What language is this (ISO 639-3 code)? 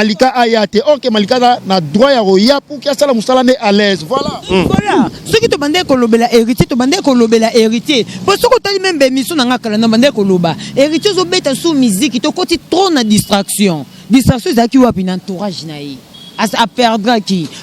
lin